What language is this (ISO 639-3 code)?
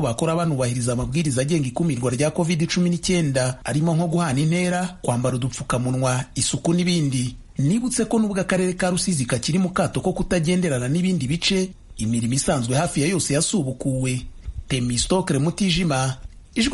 kin